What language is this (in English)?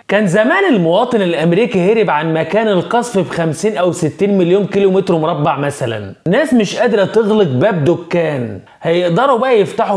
Egyptian Arabic